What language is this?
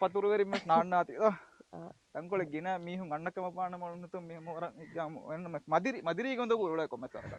Divehi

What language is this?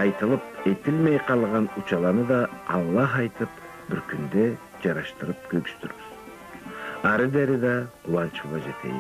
Karachay-Balkar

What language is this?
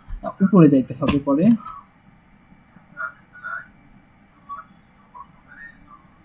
Bangla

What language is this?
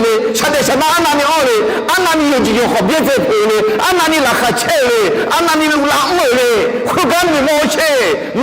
Akha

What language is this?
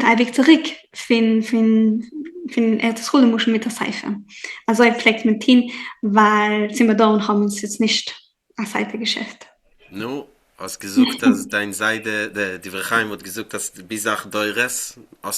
Yiddish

